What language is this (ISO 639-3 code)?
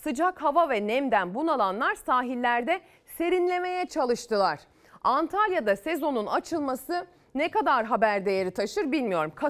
tur